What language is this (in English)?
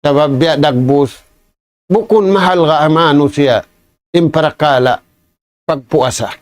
Tausug